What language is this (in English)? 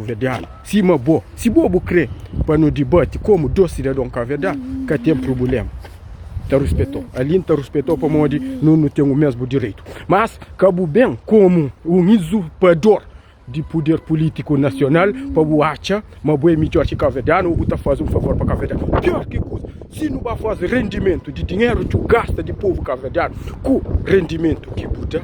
Kabuverdianu